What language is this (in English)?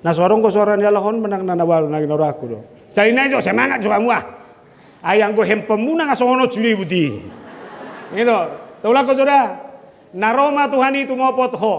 Batak Toba